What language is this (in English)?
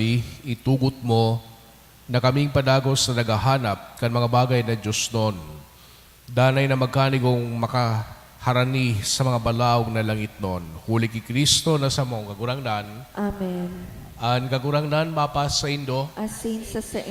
Bikol